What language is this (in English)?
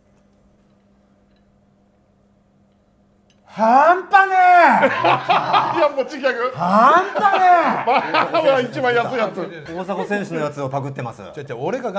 Japanese